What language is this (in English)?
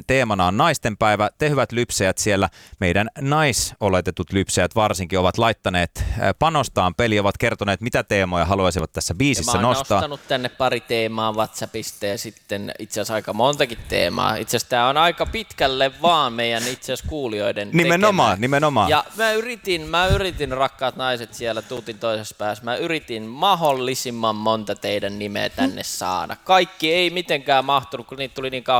Finnish